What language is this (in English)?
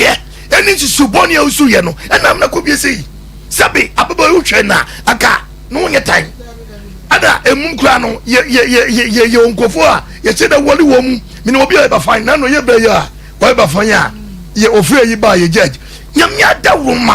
Akan